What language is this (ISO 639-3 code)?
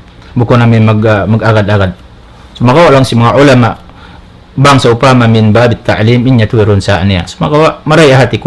tsg